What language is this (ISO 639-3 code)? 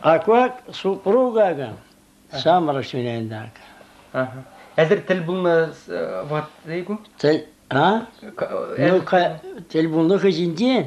chv